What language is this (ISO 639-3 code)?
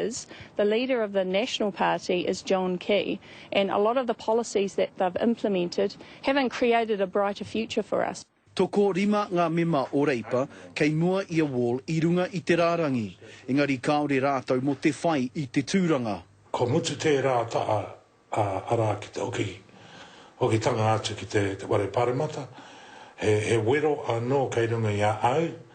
mri